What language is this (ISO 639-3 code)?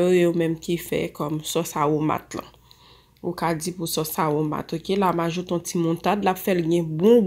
hat